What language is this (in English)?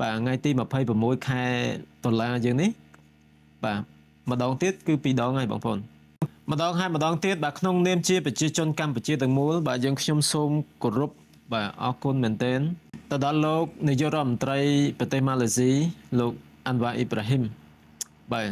Khmer